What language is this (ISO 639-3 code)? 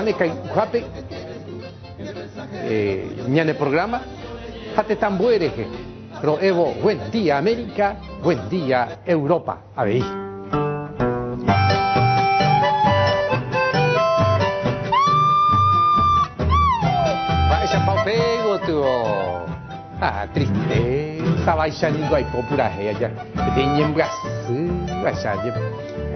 spa